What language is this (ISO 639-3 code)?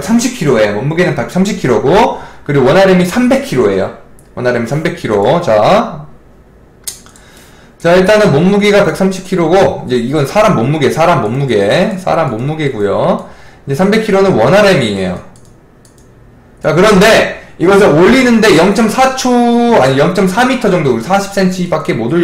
kor